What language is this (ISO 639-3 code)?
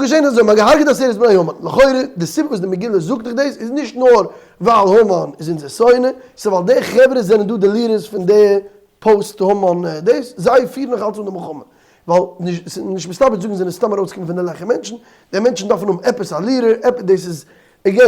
yid